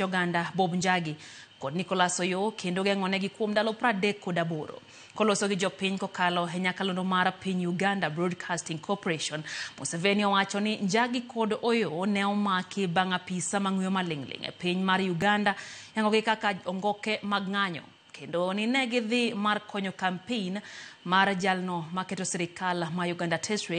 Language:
Luo (Kenya and Tanzania)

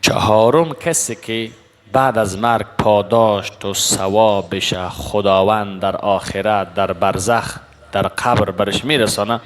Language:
Persian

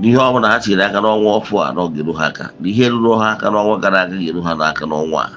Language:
Igbo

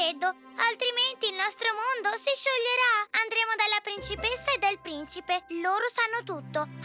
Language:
Italian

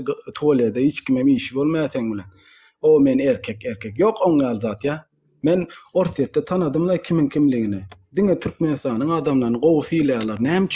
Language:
Turkmen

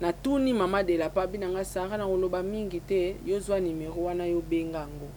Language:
Lingala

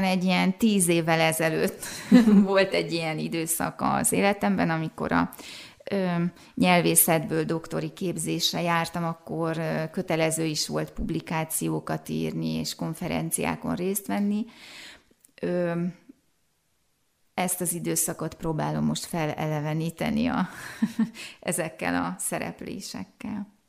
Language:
Hungarian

